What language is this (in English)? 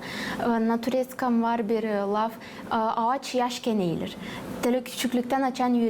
Gagauz